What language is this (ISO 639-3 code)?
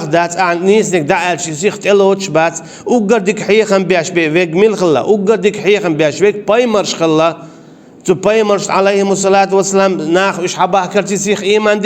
che